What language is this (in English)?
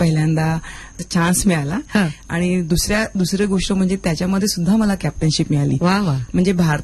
Marathi